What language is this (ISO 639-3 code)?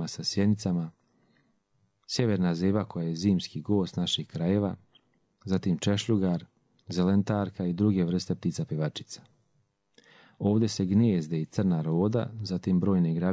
hrv